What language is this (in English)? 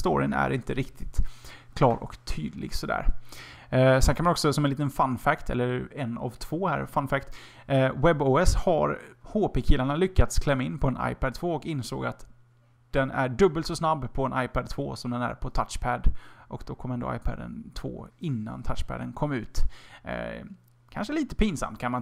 Swedish